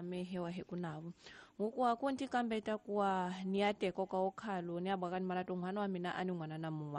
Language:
Tsonga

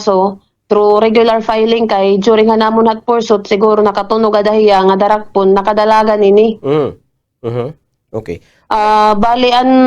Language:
Waray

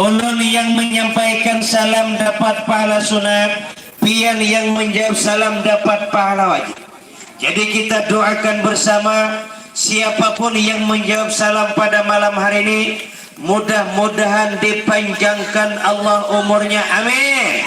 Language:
Banjar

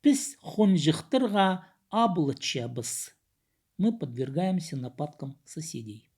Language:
Khakas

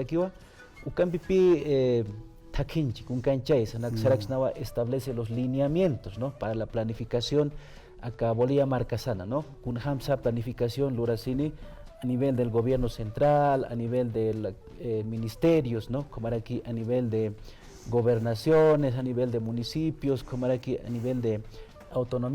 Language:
Aymara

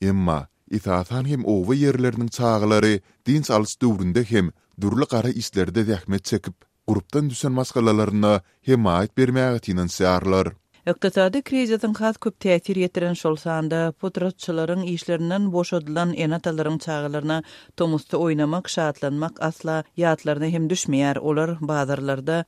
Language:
Turkmen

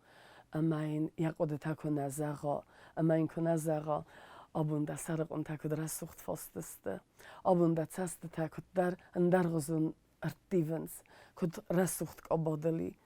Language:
Ossetic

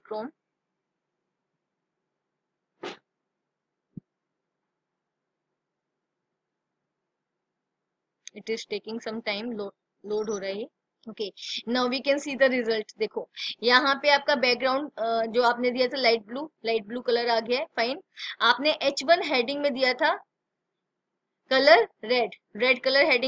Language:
Hindi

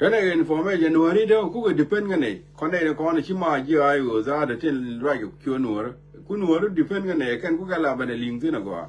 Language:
Nuer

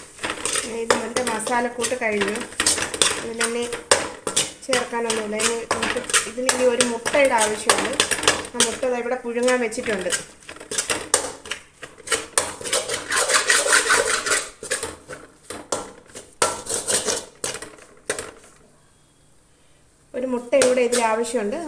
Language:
Malayalam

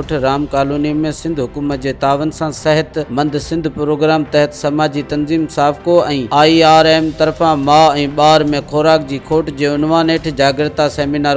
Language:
Sindhi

